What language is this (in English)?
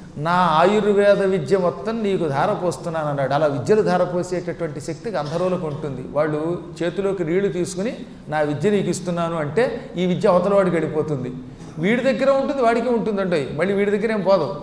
Telugu